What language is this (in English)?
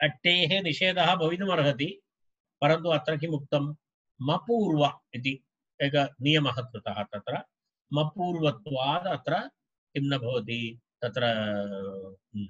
Sanskrit